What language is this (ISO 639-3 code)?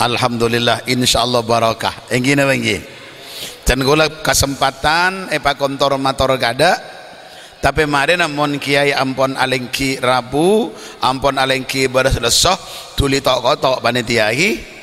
mad